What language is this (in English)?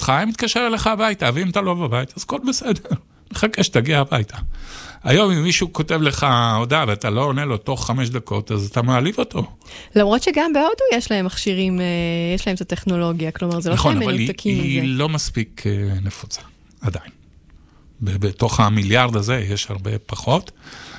Hebrew